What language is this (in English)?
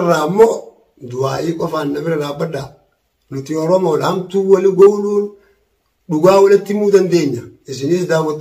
Oromo